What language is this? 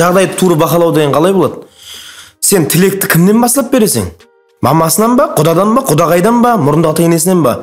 Kara-Kalpak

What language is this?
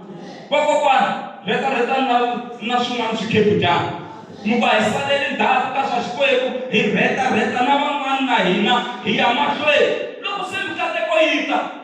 Tsonga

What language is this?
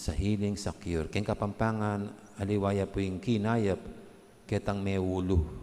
Pampanga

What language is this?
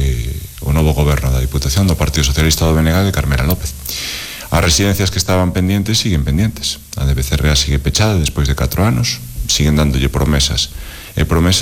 Galician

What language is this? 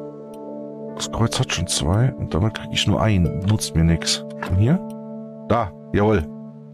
German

